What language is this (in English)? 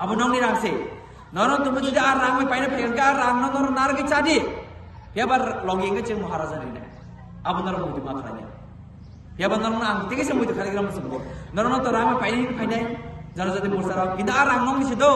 Kok Borok